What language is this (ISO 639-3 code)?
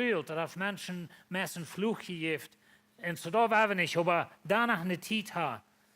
pdt